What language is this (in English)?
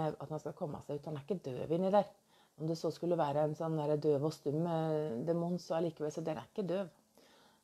Norwegian